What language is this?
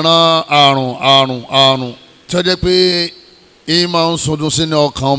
Yoruba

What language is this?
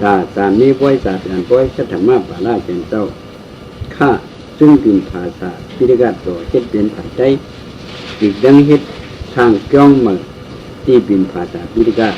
Shan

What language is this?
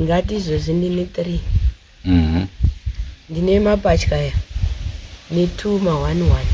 Shona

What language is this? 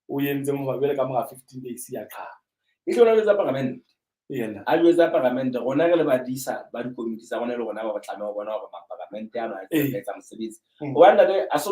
Southern Sotho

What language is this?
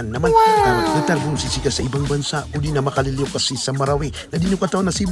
Maranao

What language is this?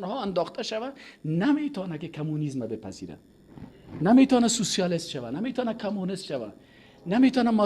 Persian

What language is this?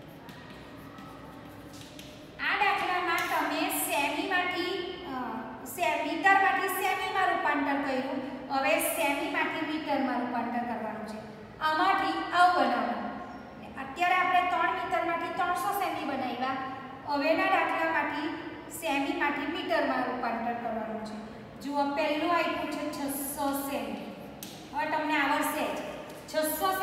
Gujarati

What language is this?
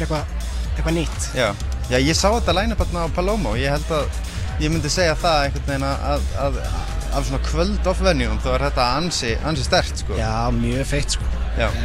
Icelandic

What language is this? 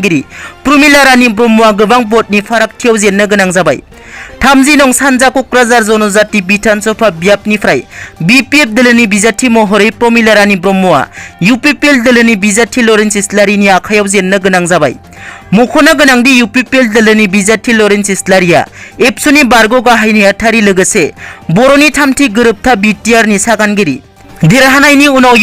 Bodo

